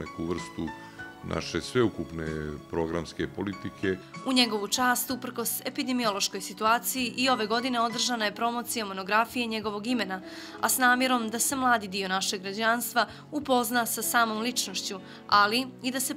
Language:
Bosnian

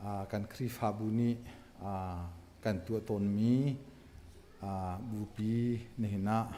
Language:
Hakha Chin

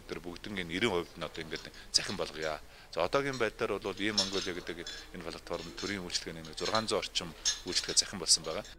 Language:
Mongolian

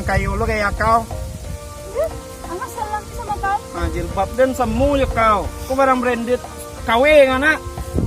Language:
Minangkabau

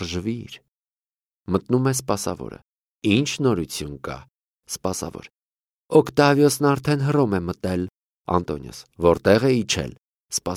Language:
Armenian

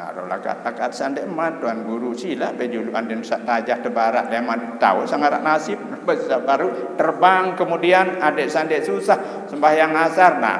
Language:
Sasak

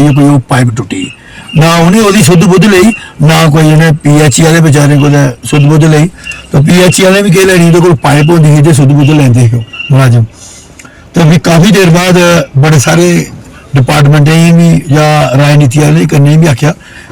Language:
Dogri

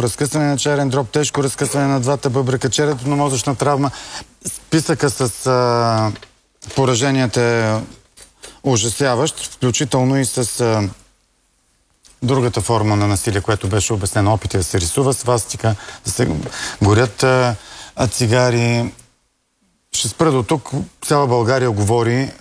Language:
Bulgarian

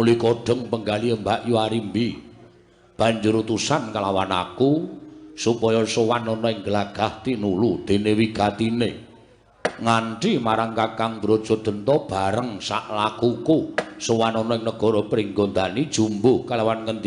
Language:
Javanese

